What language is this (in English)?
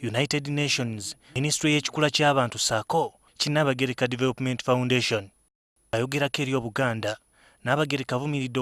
Ganda